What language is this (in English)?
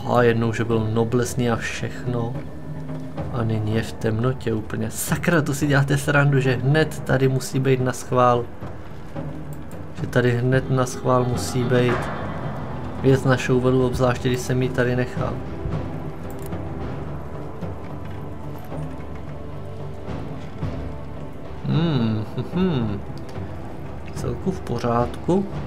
Czech